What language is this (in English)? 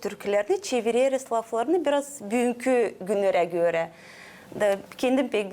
Gagauz